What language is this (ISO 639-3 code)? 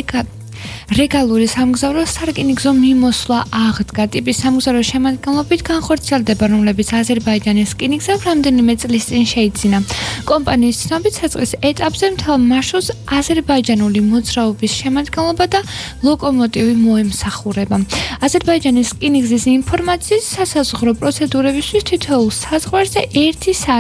kat